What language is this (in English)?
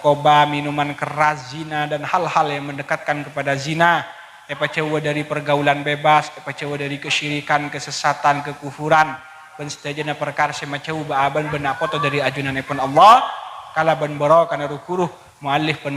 Madurese